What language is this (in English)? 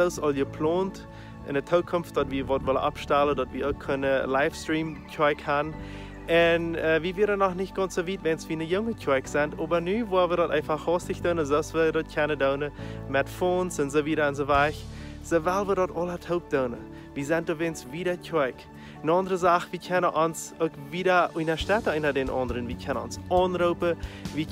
Plautdietsch